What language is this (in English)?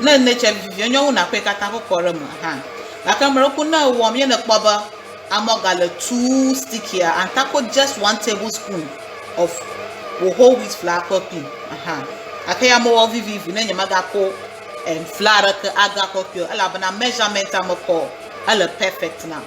Ewe